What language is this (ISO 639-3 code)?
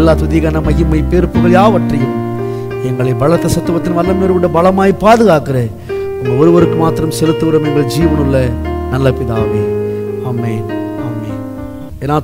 tam